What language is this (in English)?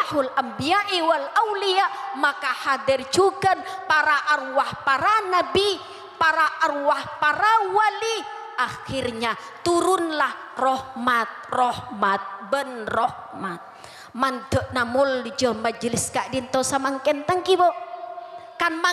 Madurese